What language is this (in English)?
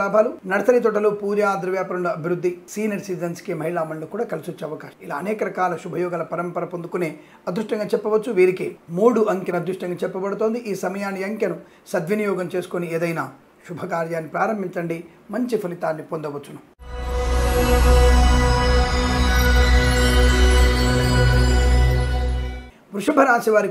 Telugu